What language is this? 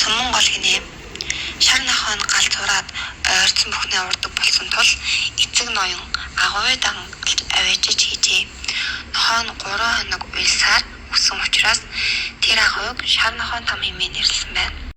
Mongolian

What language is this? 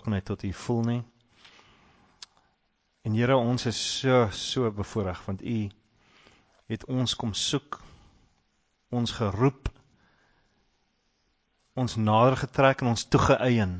Afrikaans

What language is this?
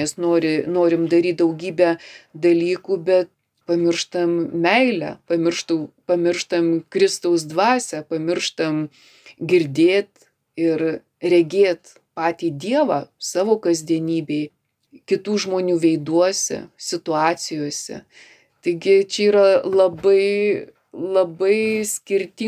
Lithuanian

